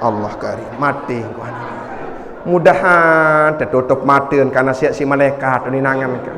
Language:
Sasak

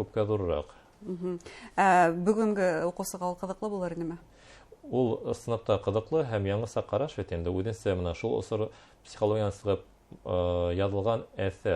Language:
Bashkir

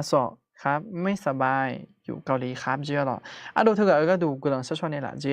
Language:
Akha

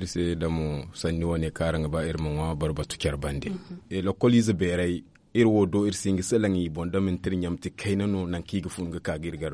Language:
Zarma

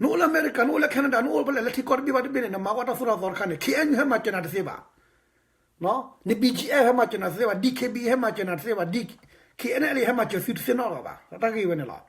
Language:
S'gaw Karen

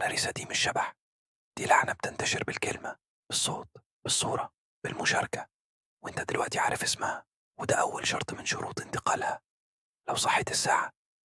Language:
Egyptian Arabic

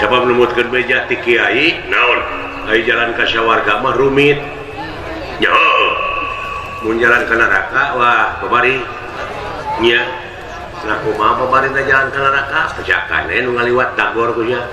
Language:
Sundanese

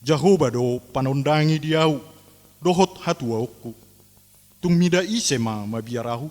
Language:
Batak Toba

